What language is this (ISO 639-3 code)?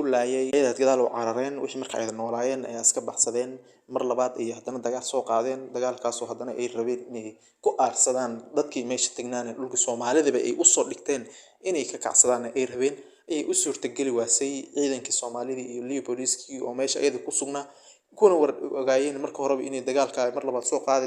som